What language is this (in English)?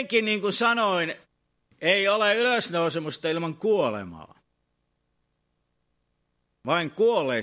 Finnish